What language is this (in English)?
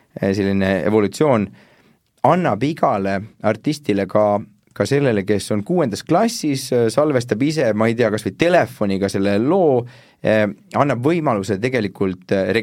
Estonian